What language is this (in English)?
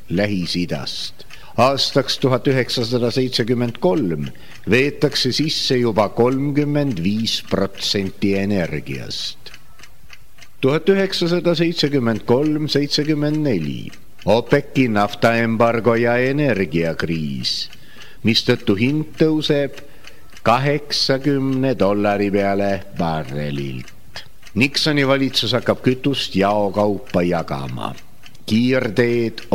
Estonian